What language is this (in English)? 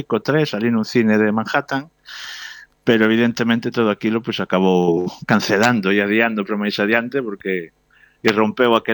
Galician